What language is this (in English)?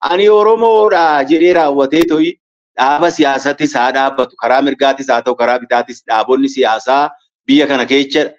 Oromo